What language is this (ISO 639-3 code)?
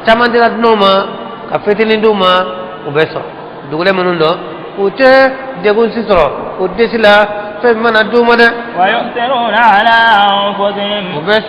bam